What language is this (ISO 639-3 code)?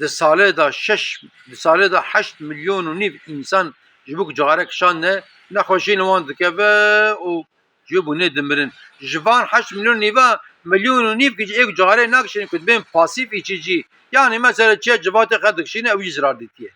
kur